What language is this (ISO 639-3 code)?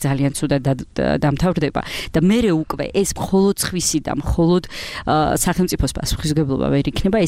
kat